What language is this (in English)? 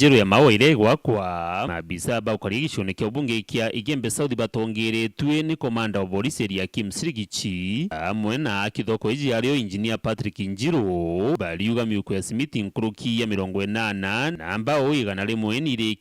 Meru